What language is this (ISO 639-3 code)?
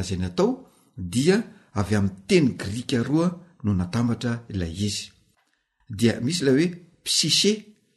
mlg